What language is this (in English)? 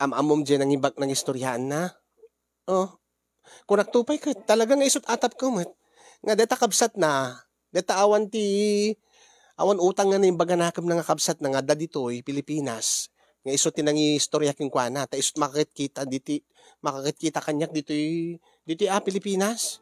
Iloko